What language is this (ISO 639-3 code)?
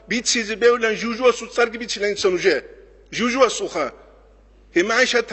ava